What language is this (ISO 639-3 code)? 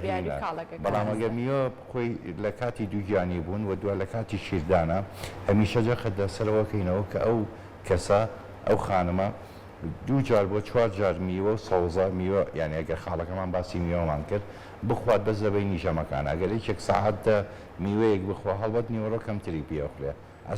ckb